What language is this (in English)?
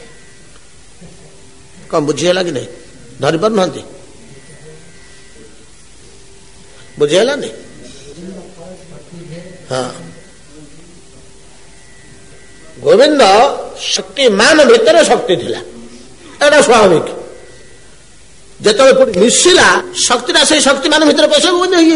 Odia